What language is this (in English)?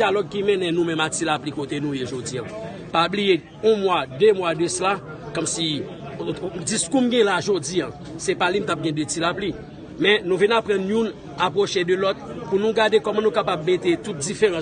Haitian Creole